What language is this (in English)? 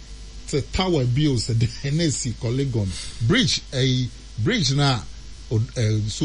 Akan